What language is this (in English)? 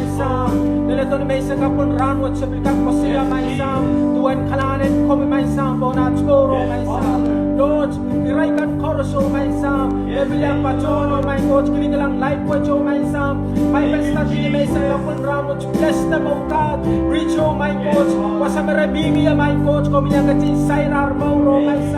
Pohnpeian